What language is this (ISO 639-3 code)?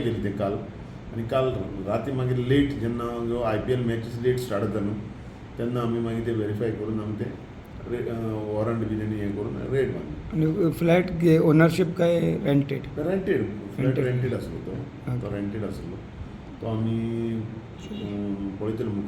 kok